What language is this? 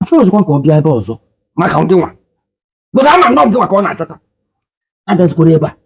Igbo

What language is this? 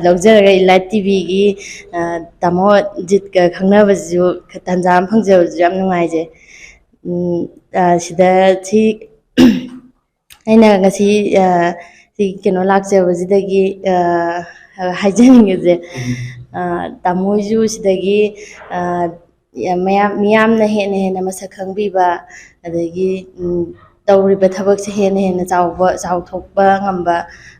Manipuri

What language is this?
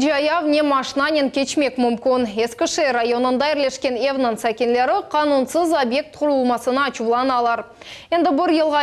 Crimean Tatar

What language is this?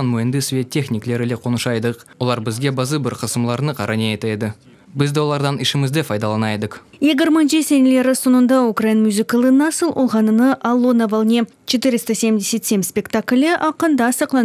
Crimean Tatar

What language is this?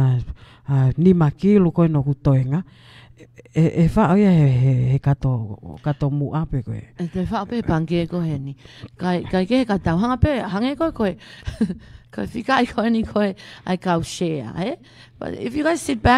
Tongan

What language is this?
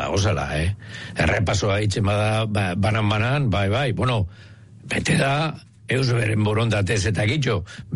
Basque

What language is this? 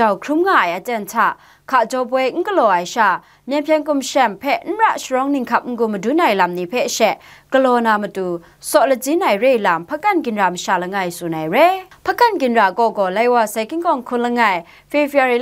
Kachin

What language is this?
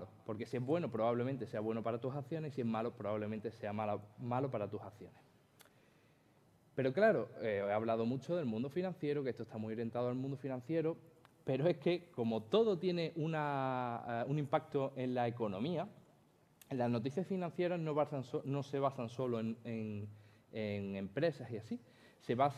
Spanish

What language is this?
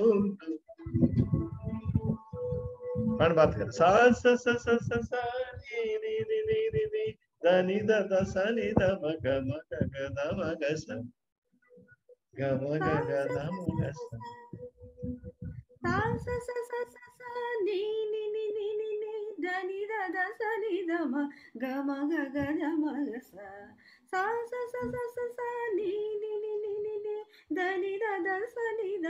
Telugu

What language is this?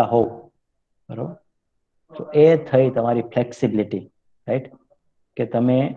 Gujarati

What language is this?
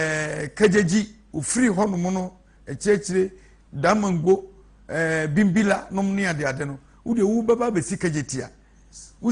Akan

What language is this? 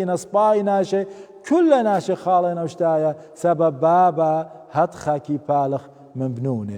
Assyrian Neo-Aramaic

